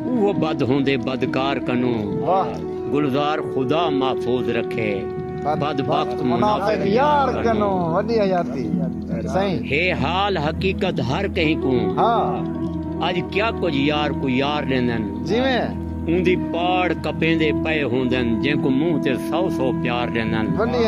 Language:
Saraiki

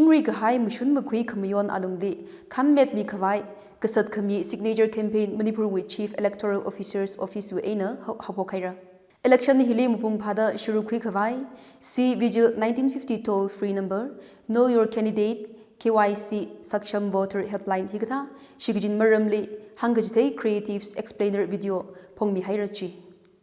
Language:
Tangkhul Naga (India)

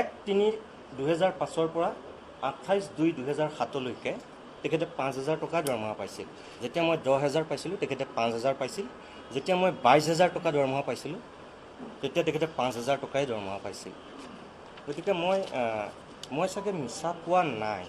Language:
Assamese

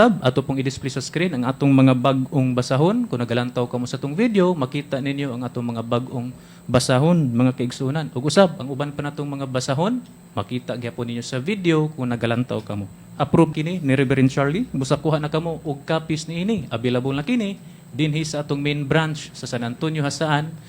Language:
Cebuano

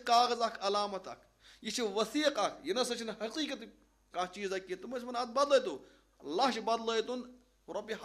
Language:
Kashmiri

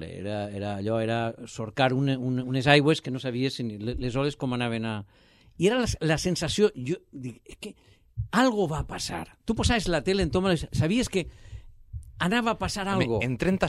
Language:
Catalan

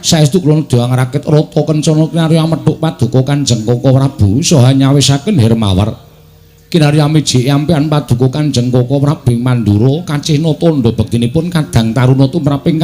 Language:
Javanese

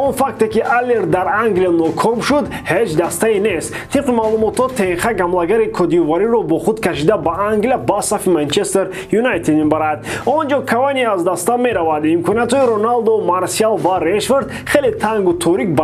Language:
Tajik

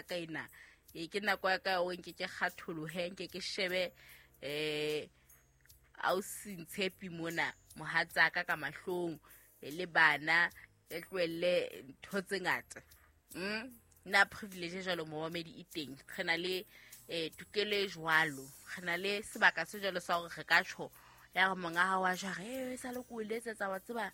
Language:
Southern Sotho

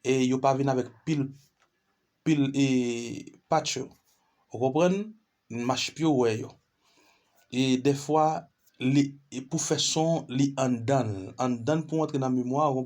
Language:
Haitian Creole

